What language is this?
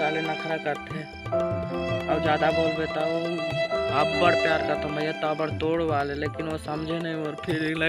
Chhattisgarhi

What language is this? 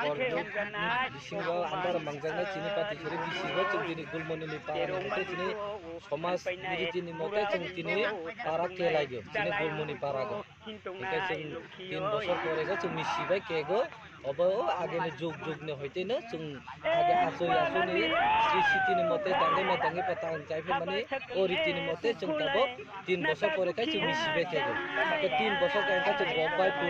Kok Borok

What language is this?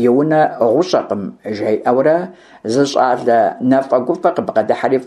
Kabardian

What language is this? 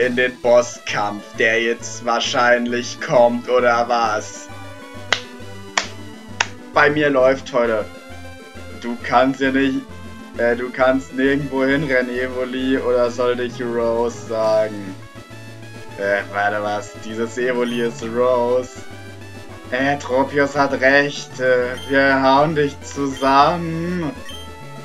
German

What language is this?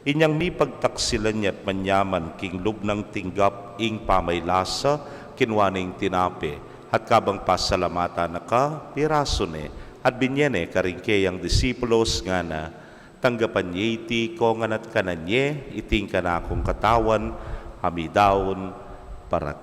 Pampanga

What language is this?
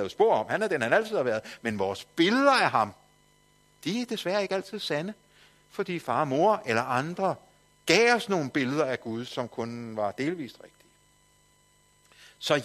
Danish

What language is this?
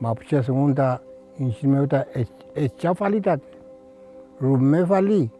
Mapuche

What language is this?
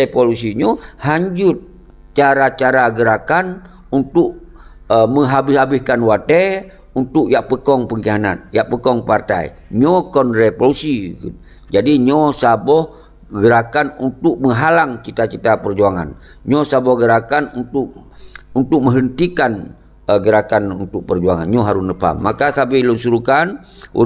Achinese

